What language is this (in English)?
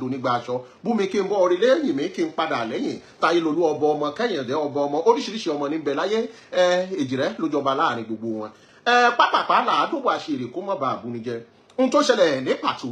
Yoruba